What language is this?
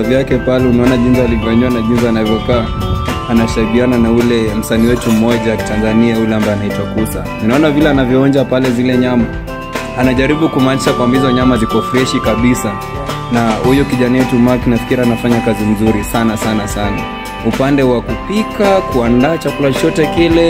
Swahili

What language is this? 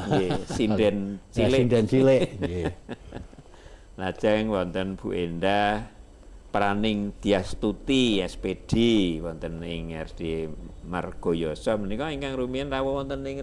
Javanese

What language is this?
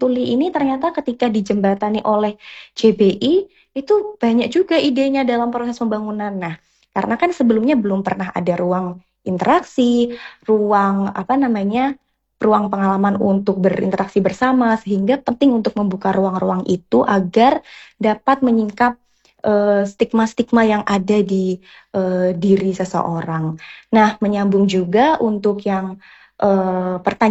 Indonesian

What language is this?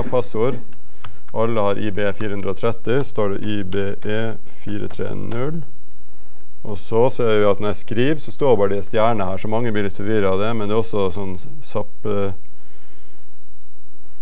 Norwegian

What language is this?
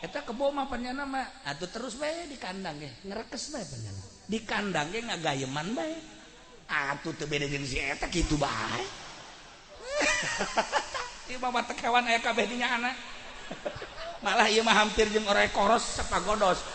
Sundanese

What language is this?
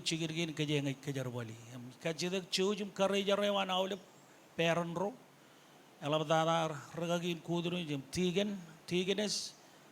Marshallese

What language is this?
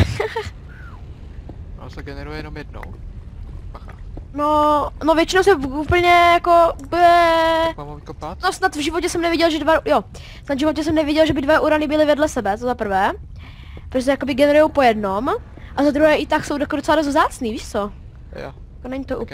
Czech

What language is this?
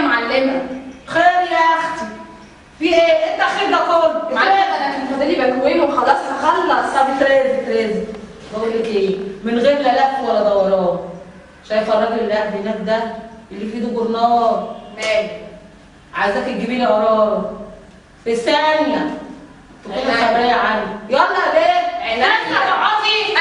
Egyptian Arabic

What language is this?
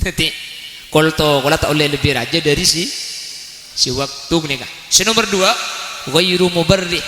Madurese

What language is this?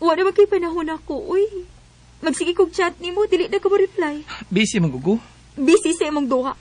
Cebuano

